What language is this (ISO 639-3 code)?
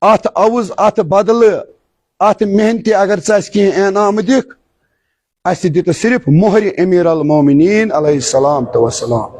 kas